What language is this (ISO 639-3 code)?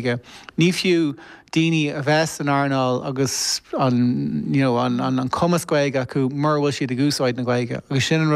gle